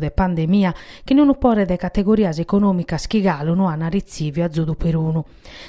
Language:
Sardinian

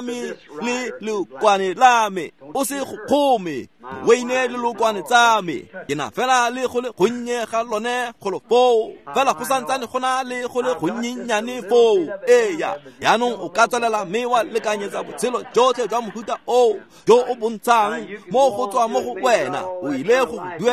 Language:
Tswana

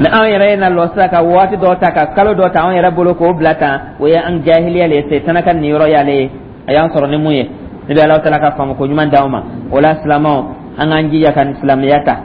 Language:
Dyula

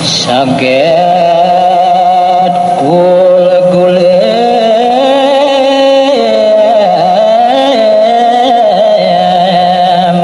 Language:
Balinese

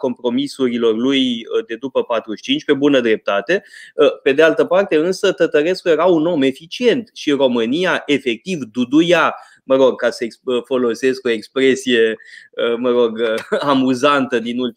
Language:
Romanian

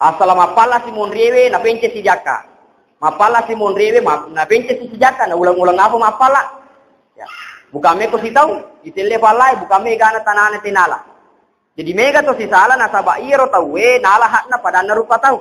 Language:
Buginese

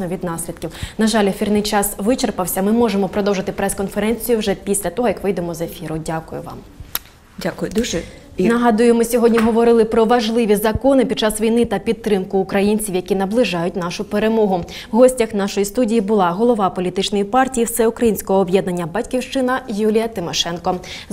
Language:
Ukrainian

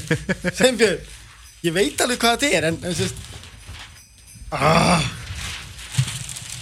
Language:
Icelandic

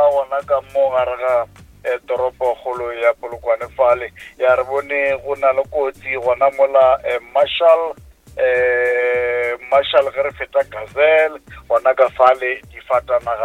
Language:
Northern Sotho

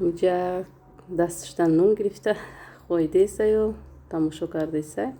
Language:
Tajik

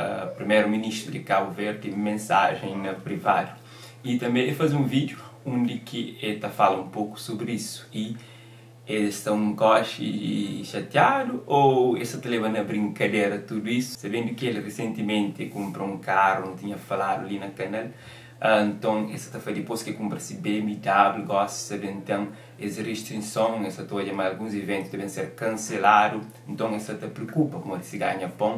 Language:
Kabuverdianu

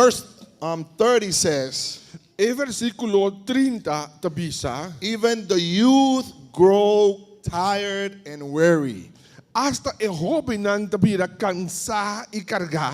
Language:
Papiamento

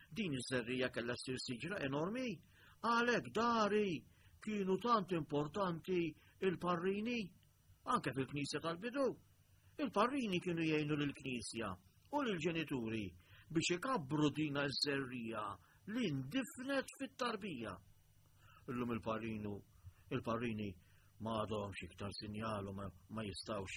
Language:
Maltese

